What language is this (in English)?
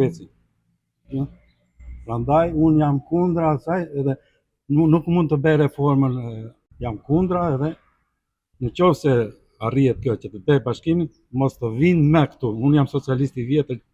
Albanian